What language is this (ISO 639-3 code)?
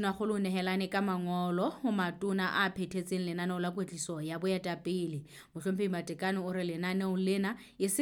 sot